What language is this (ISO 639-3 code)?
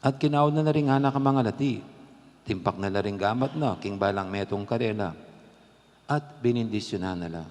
pam